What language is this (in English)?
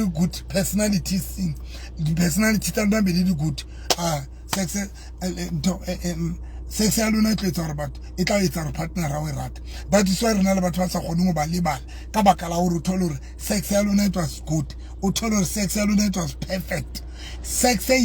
Southern Sotho